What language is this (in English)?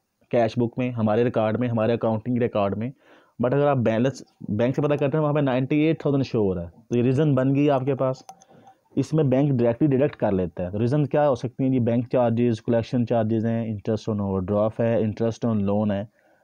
Hindi